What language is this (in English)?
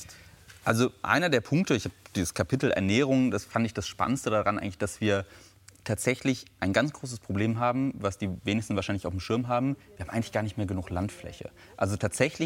German